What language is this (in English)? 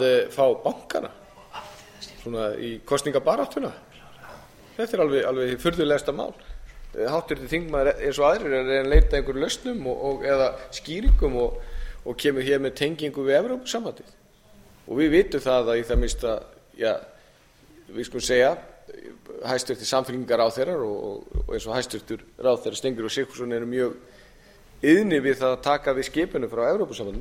Icelandic